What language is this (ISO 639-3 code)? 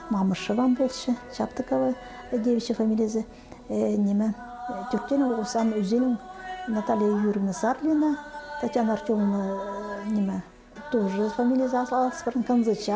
kjh